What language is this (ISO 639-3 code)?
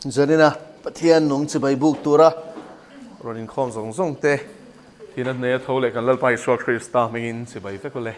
lus